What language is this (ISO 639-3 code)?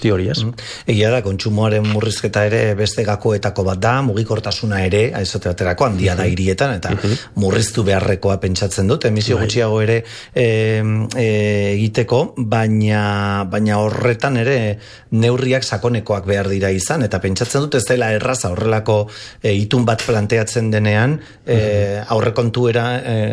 eus